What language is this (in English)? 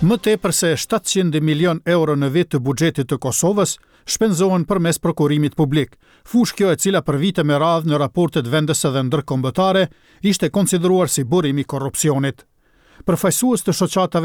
Albanian